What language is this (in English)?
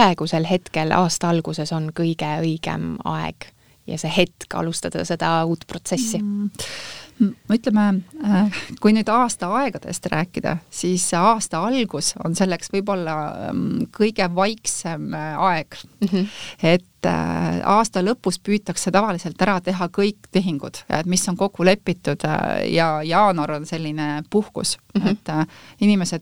Estonian